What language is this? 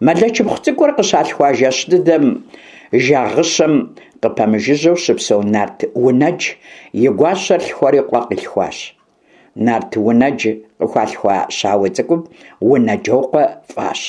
Kabardian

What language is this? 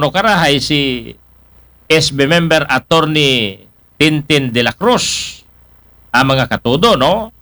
Aklanon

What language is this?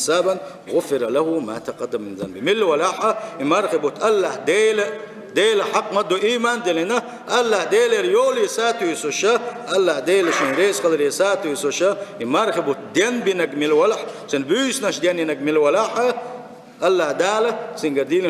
Chechen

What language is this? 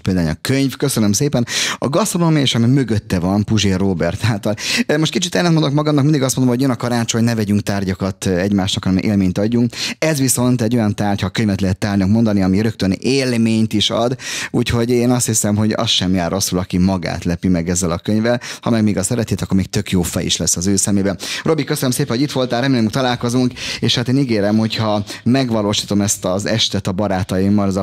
Hungarian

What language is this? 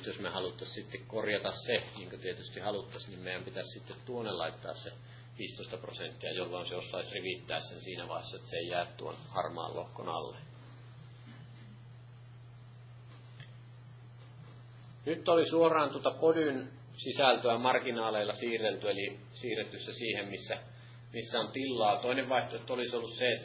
Finnish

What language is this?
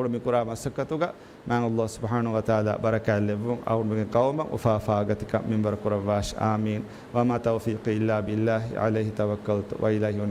Divehi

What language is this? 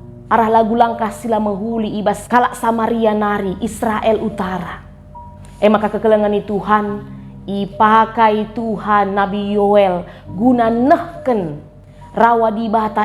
Batak Karo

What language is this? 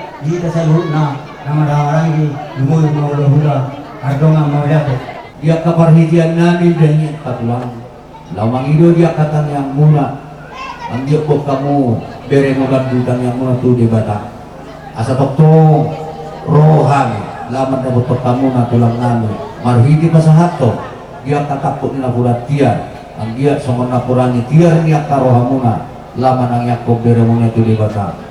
Batak Toba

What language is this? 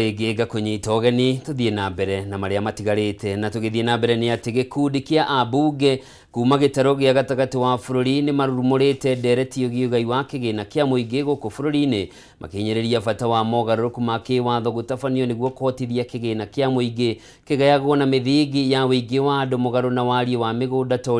Kikuyu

